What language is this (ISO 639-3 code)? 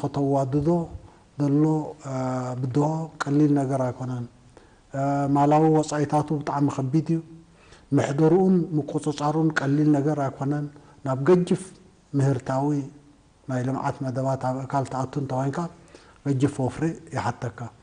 tir